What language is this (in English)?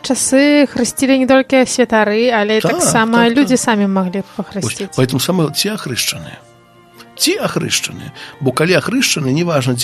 Belarusian